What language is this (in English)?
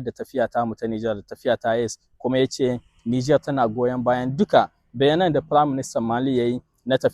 Hausa